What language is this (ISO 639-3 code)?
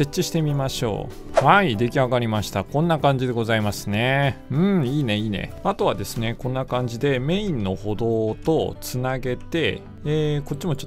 jpn